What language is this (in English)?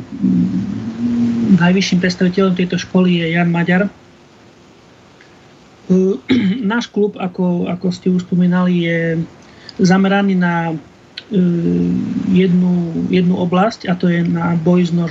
Slovak